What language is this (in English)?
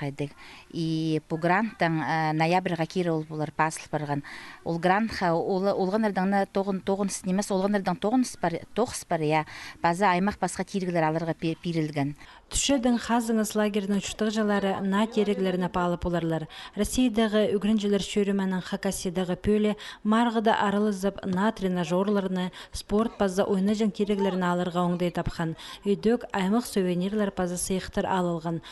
Khakas